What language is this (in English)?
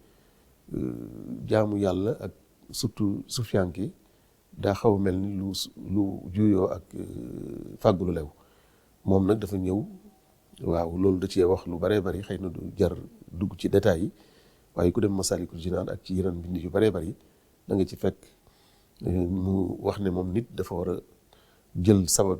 Wolof